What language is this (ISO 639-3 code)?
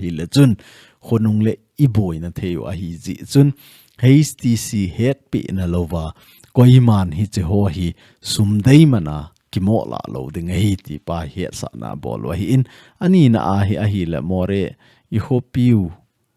tcz